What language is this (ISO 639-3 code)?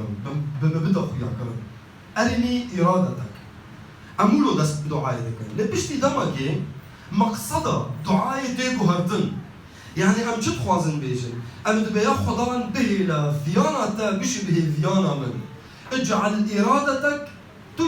kur